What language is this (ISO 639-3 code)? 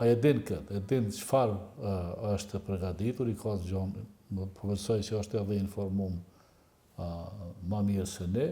sqi